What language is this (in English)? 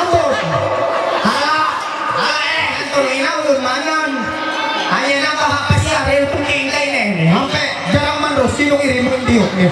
Ma'anyan